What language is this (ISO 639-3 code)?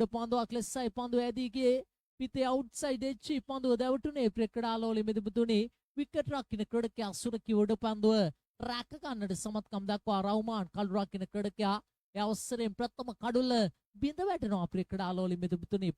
sin